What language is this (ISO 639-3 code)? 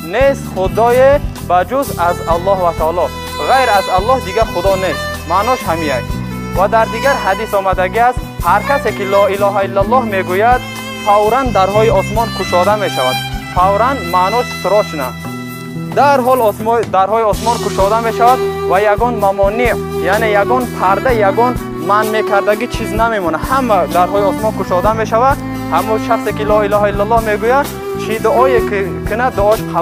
tgk